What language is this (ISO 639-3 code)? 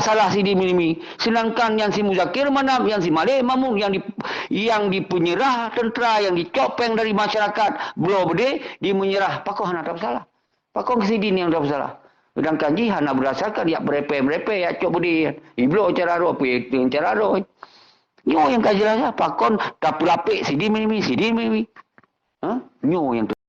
ace